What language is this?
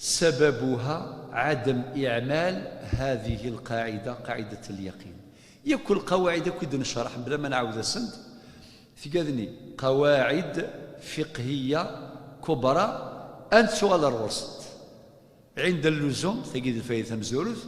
Kabyle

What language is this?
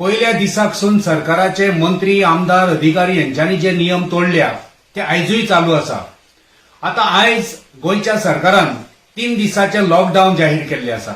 Konkani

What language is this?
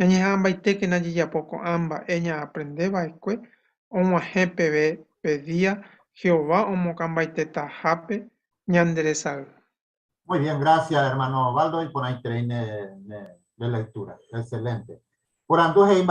Guarani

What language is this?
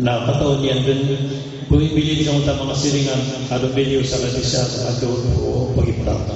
Maranao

